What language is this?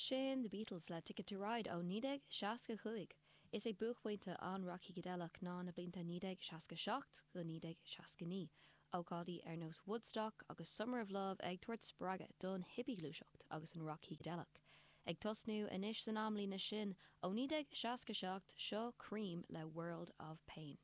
Irish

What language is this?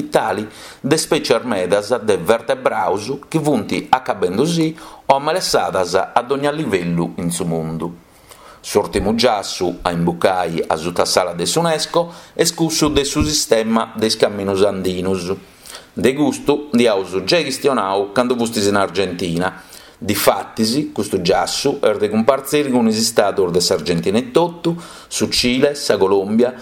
Sardinian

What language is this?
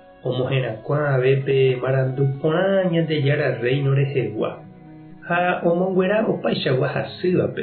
Guarani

